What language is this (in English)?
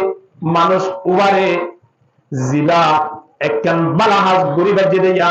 Rohingya